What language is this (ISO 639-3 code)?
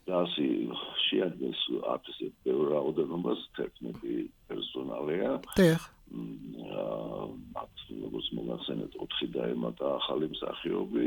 kat